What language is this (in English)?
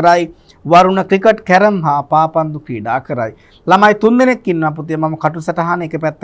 Sinhala